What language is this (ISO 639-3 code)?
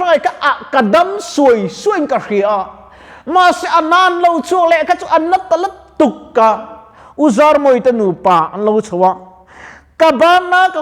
lus